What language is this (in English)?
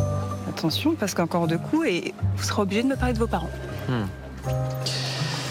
French